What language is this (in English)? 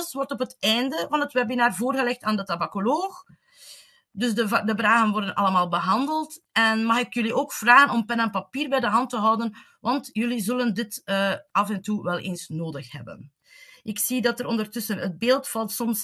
Dutch